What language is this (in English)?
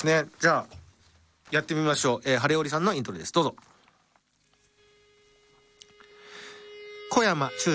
Japanese